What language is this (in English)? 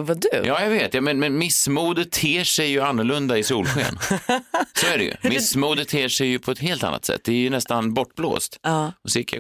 Swedish